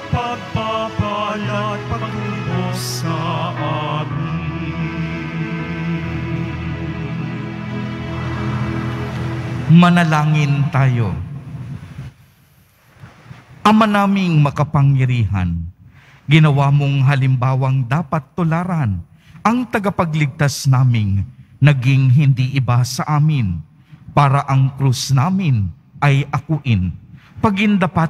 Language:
Filipino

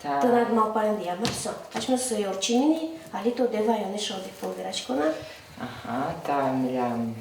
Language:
Udmurt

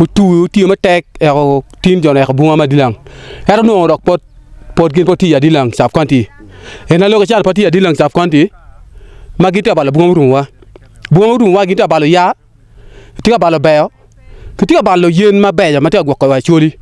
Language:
Acoli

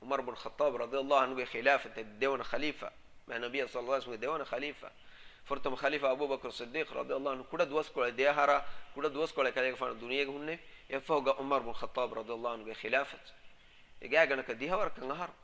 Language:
Divehi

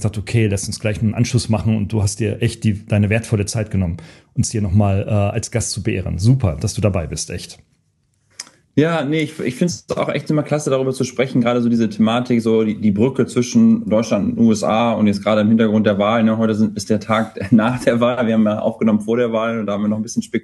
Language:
German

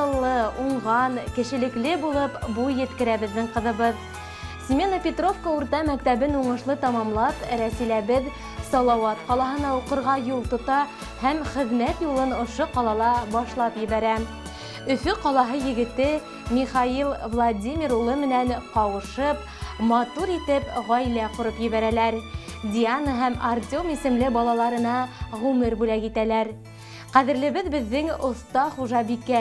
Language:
Bashkir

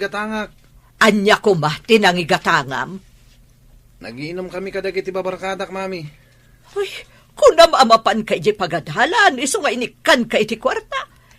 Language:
Iloko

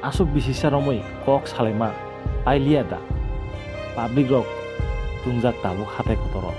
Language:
Kok Borok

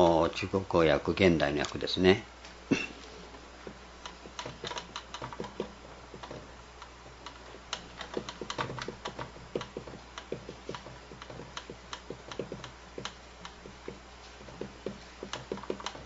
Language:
Japanese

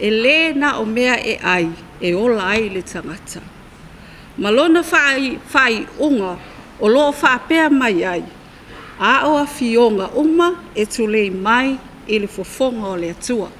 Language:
Samoan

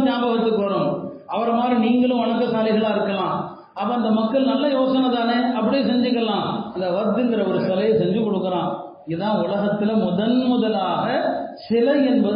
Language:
Tamil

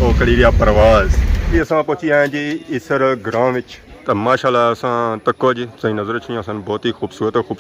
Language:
Pahari-Potwari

